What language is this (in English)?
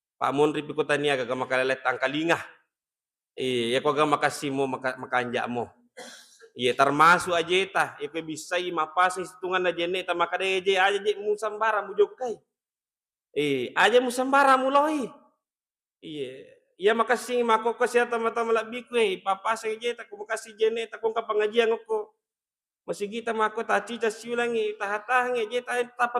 Buginese